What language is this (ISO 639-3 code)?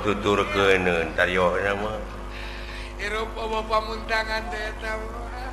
sun